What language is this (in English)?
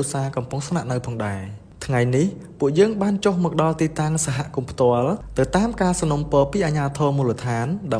Khmer